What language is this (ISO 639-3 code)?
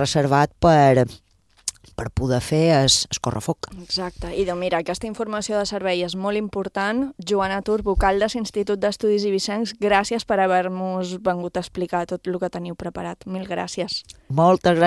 cat